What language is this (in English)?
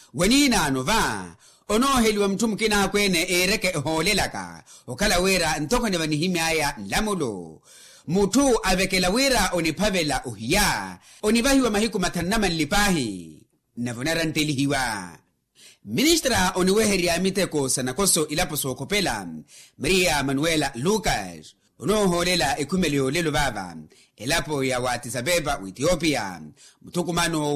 Makhuwa